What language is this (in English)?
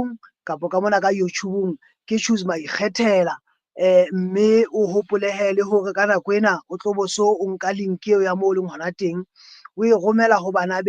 Southern Sotho